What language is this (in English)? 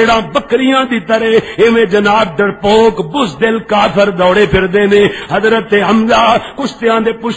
Western Panjabi